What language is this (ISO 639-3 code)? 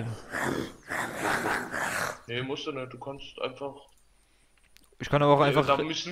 deu